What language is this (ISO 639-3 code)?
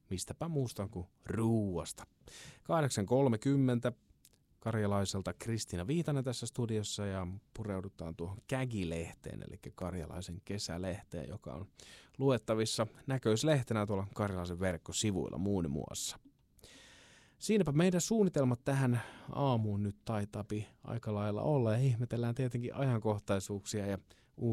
fin